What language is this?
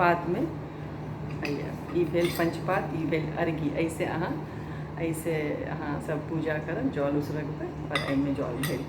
Maithili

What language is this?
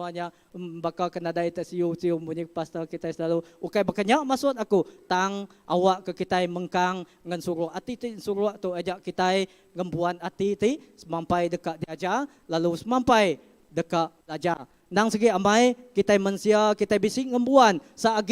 Iban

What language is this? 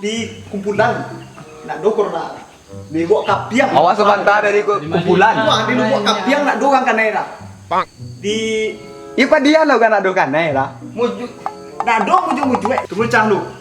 Minangkabau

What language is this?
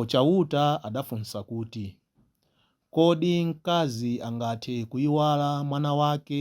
Nyanja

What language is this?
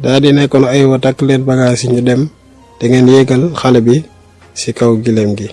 Wolof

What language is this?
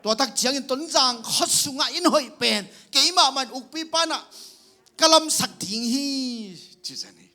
Tedim Chin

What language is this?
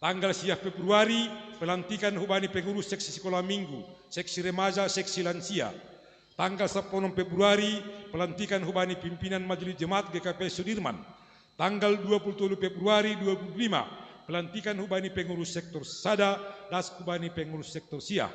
Batak Simalungun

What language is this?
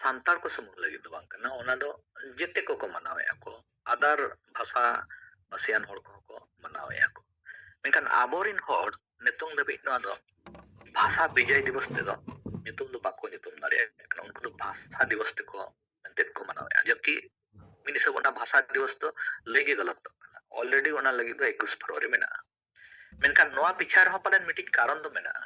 Santali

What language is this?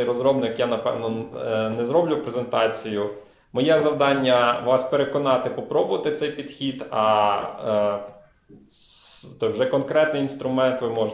Ukrainian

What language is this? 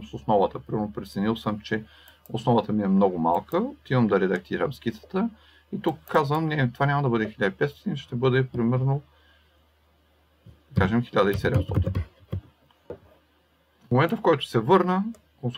Bulgarian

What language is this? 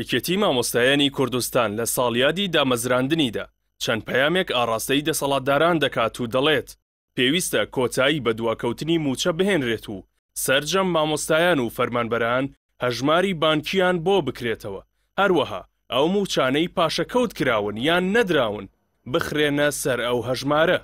Central Kurdish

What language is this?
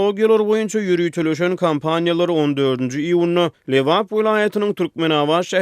Turkmen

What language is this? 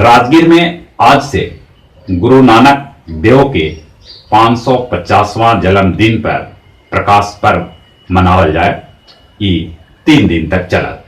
Magahi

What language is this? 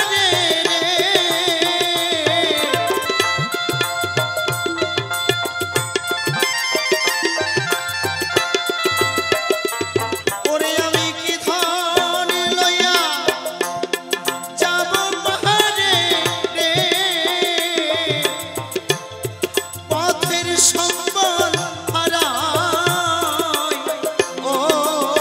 Bangla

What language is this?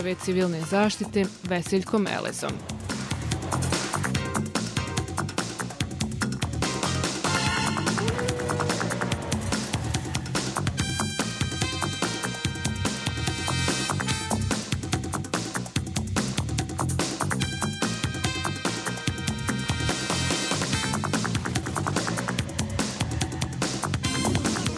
Bosnian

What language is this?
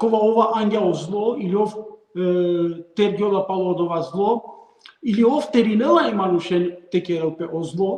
Balkan Romani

